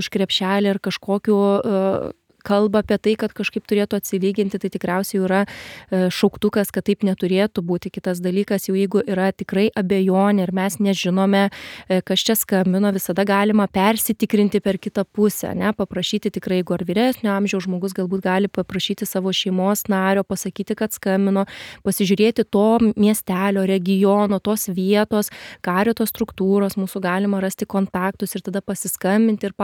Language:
Lithuanian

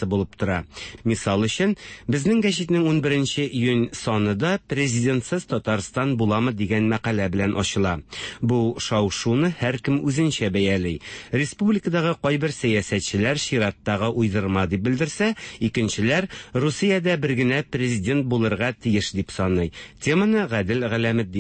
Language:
Tatar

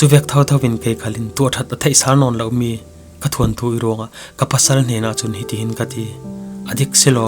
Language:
Falam Chin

